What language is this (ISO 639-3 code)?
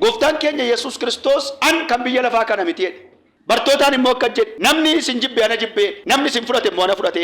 orm